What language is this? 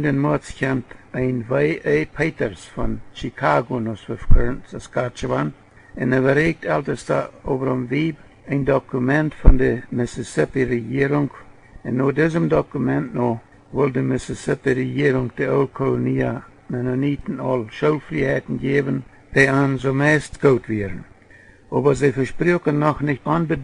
Plautdietsch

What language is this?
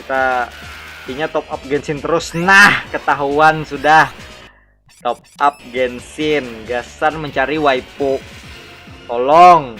Banjar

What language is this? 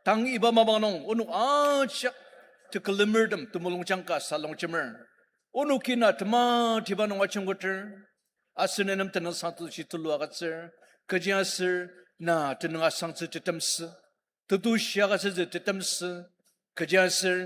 Ao Naga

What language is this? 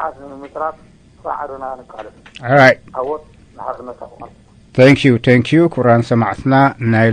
Tigrinya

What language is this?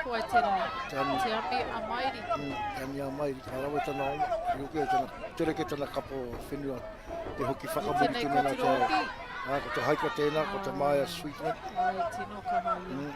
Māori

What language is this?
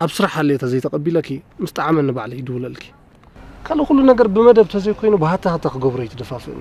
Tigrinya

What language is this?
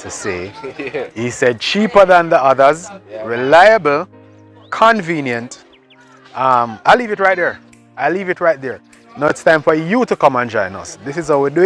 Jamaican Creole English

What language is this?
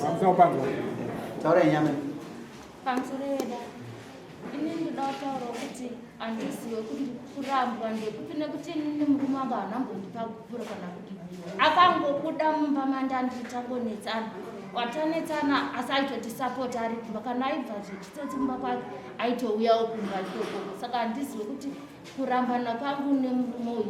Shona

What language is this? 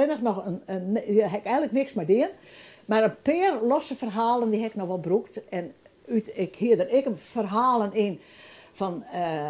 Western Frisian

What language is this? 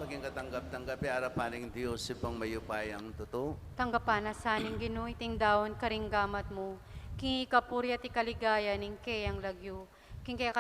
Pampanga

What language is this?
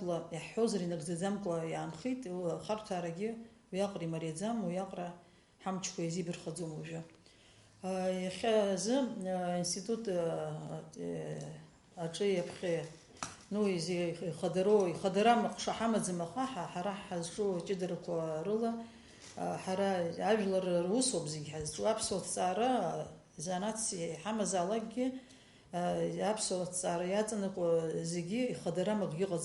Abkhazian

